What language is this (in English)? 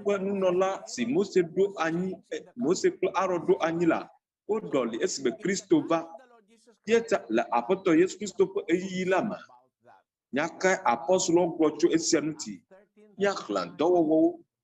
Ewe